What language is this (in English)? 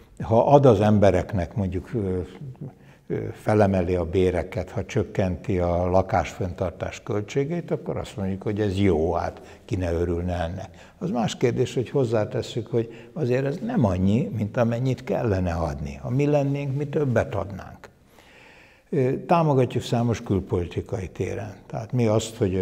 Hungarian